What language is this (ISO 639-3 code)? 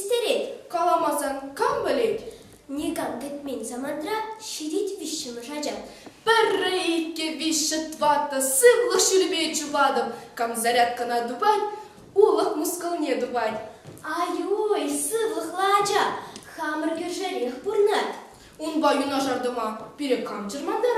chv